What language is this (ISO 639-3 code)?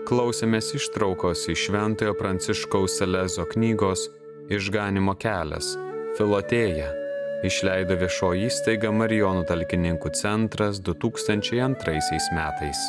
lit